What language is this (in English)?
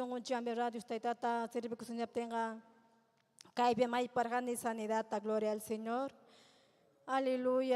Ayacucho Quechua